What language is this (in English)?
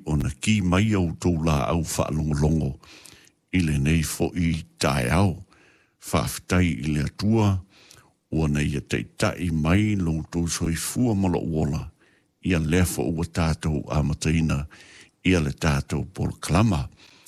Samoan